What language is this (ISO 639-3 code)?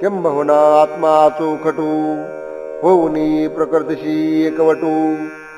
mar